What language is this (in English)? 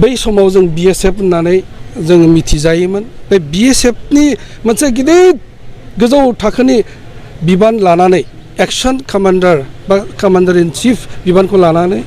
Bodo